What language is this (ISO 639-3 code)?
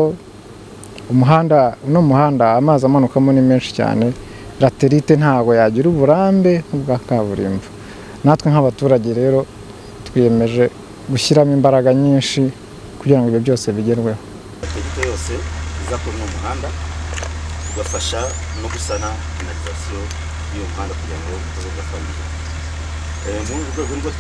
kin